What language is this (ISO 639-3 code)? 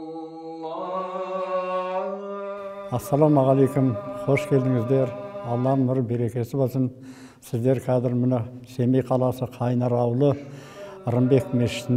kaz